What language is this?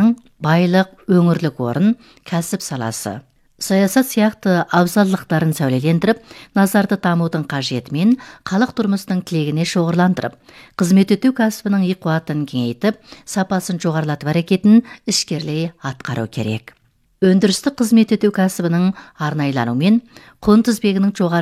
Kazakh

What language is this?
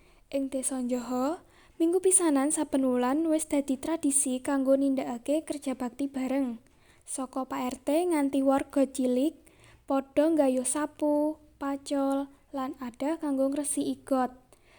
Javanese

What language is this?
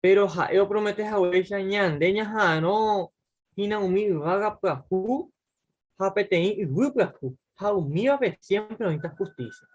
Guarani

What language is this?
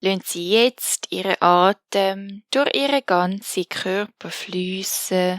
Swiss German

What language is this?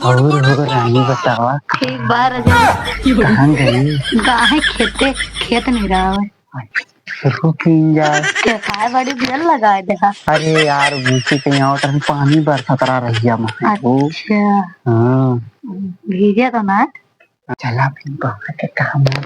Awadhi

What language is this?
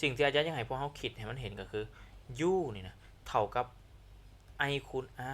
Lao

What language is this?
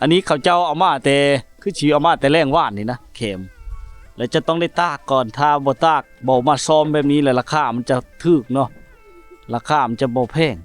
Lao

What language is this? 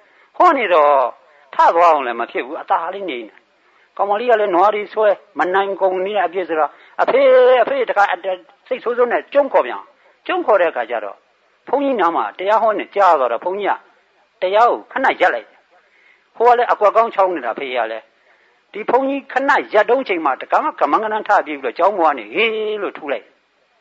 Burmese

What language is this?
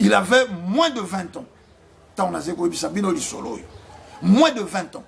Lingala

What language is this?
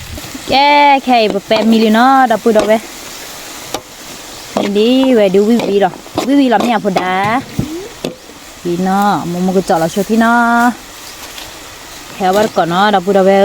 S'gaw Karen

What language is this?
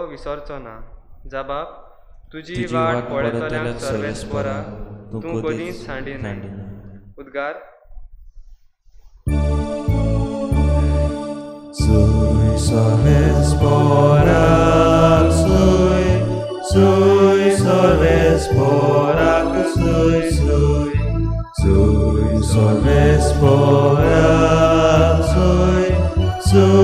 Konkani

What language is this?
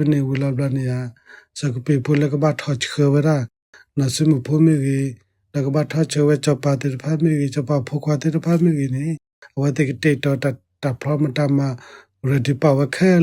S'gaw Karen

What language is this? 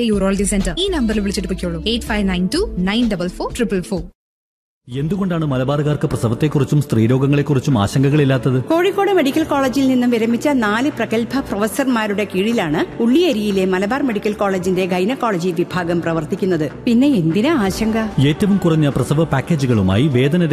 Malayalam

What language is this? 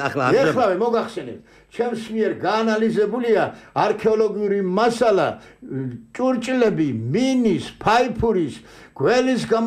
Georgian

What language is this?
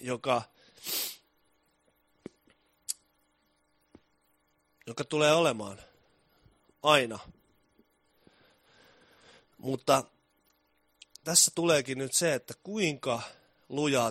Finnish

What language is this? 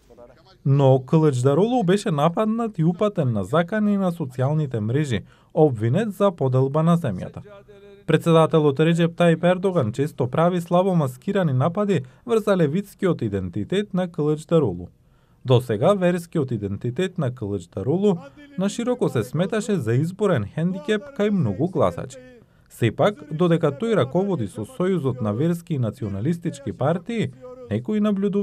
Macedonian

